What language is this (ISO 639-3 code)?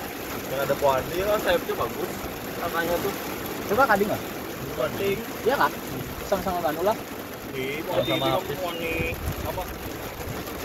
ind